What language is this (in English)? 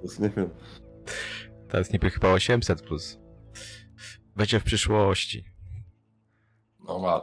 Polish